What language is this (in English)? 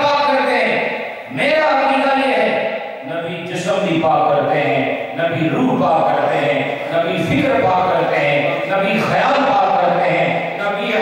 Urdu